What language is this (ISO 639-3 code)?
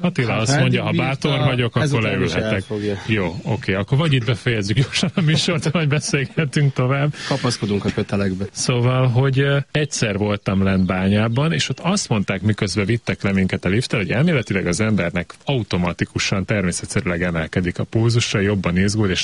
hun